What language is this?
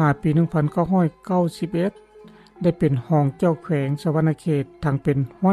Lao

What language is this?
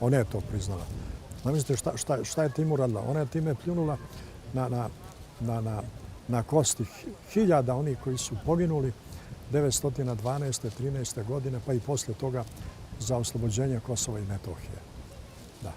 Bosnian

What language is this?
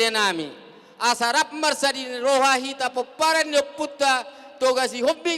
Batak Toba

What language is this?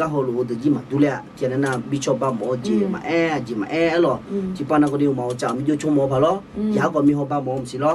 Akha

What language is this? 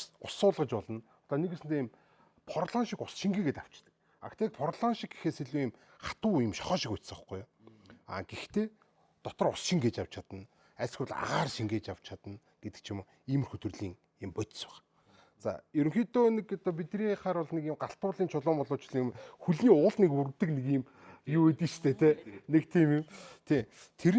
Mongolian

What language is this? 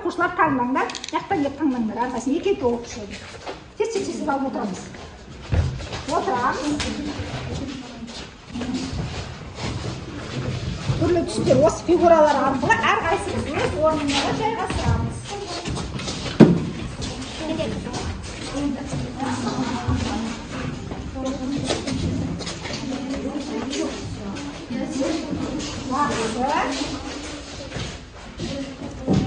Kazakh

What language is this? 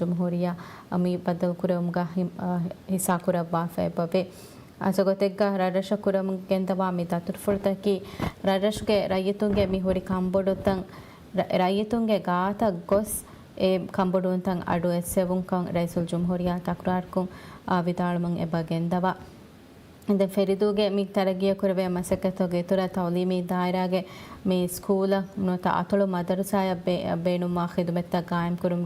Divehi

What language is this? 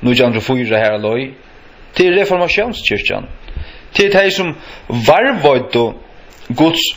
Faroese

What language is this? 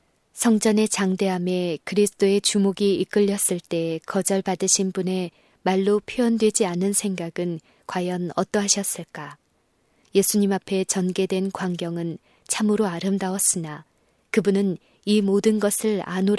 Korean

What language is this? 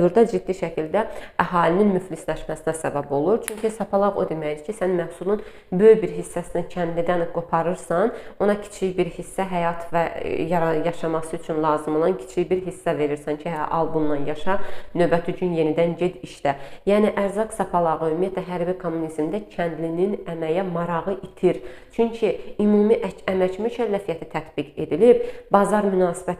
Azerbaijani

